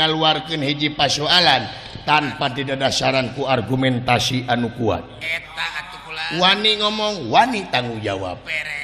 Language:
Sundanese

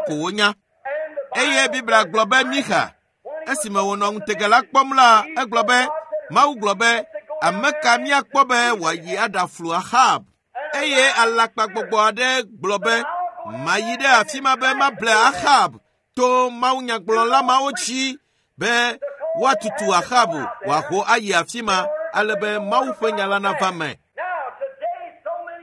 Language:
Ewe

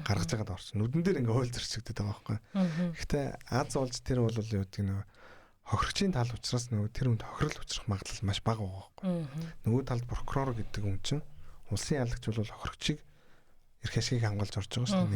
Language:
Mongolian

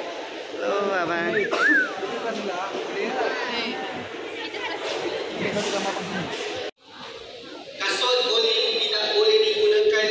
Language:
Malay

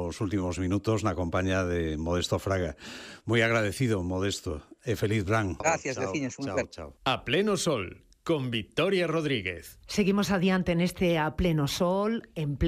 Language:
Galician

